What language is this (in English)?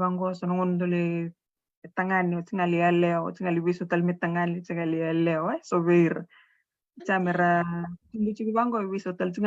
Fijian